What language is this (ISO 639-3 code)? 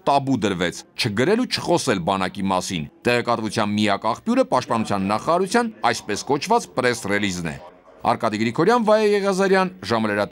hye